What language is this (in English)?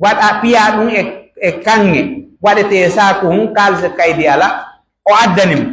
Pular